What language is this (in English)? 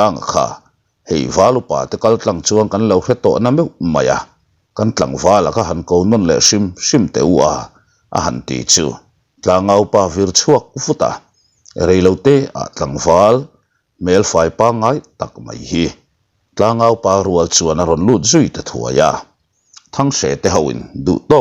Mizo